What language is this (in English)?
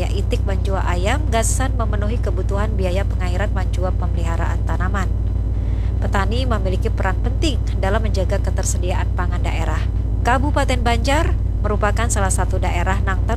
Banjar